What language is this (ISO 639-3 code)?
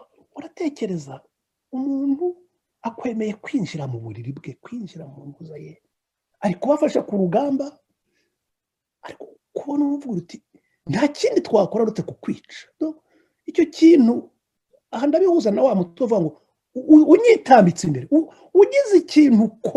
kin